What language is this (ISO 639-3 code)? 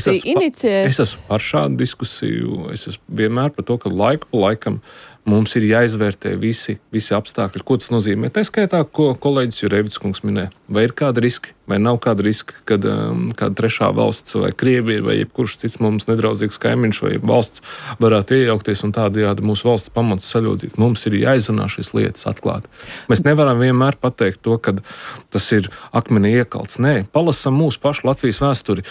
lav